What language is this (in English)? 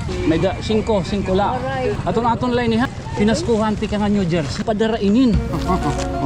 Waray